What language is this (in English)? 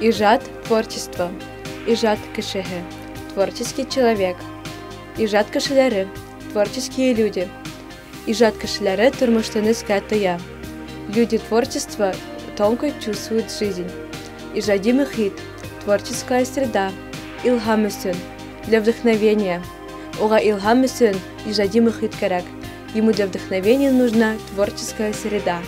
Bashkir